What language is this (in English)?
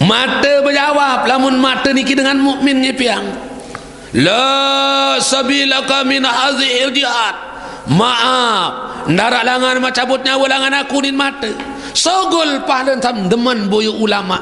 Sasak